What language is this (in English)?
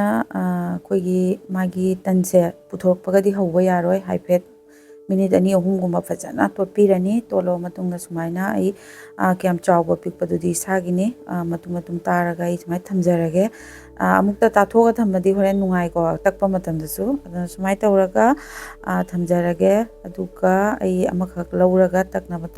Manipuri